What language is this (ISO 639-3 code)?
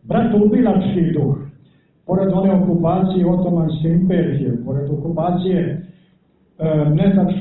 srp